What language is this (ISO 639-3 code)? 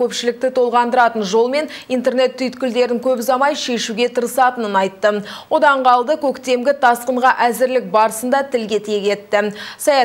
kaz